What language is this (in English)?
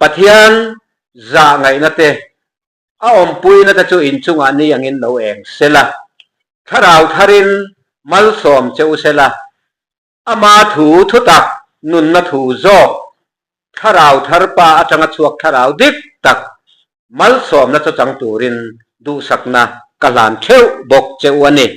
Mizo